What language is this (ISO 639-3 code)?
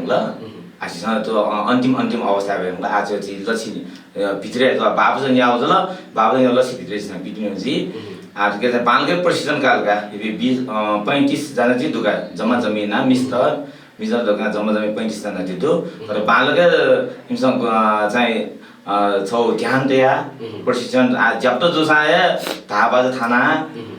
new